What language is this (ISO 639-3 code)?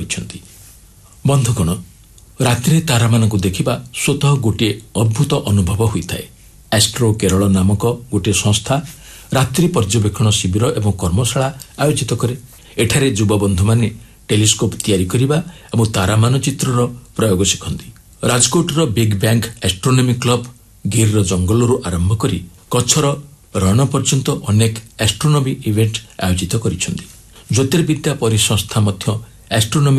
ori